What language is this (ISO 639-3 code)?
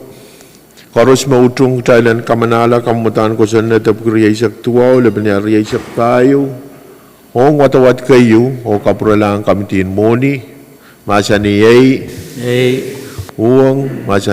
pon